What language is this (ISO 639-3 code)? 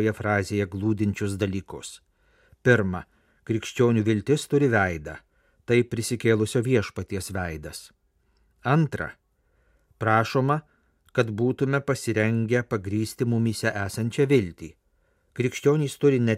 lit